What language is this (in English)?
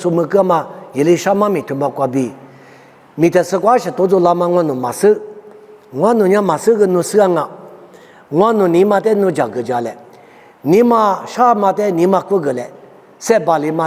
Lisu